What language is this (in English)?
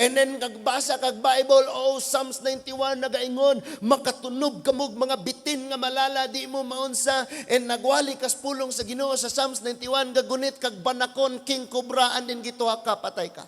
Cebuano